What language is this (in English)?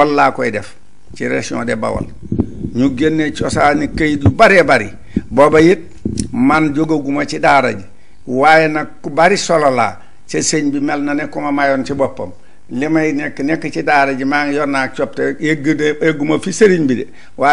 Wolof